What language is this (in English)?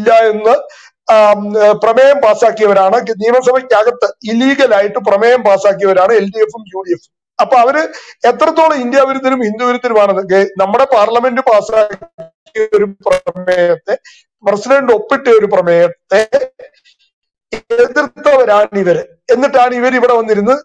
Malayalam